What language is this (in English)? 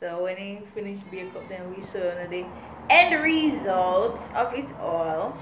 Jamaican Creole English